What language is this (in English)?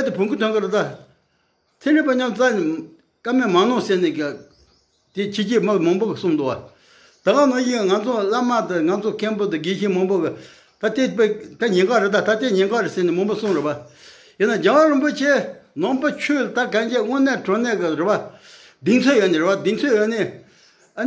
Tibetan